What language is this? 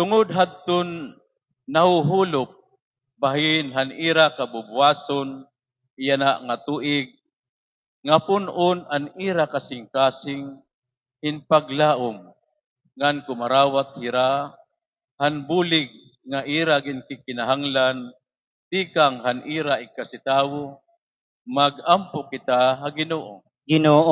Waray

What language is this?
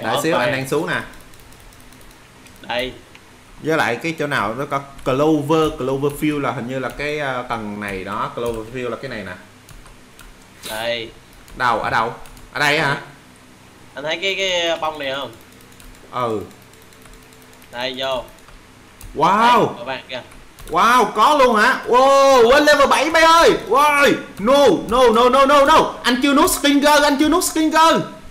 Vietnamese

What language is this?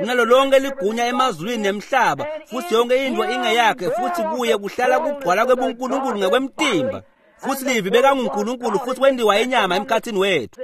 Swati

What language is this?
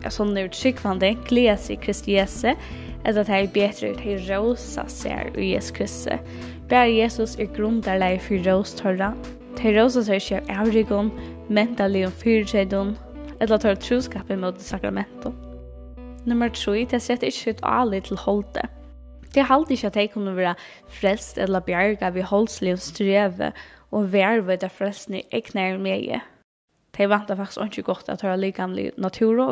Faroese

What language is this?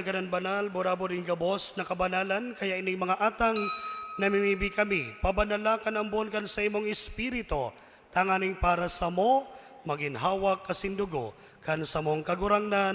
Bikol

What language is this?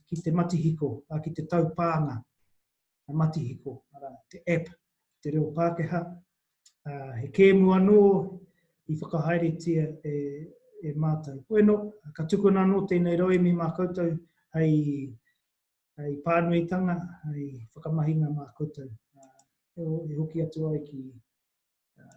Māori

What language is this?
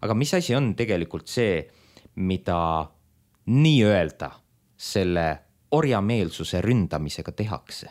Estonian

